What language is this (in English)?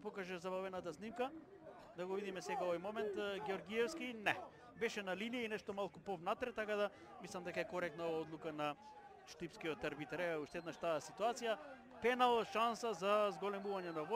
Macedonian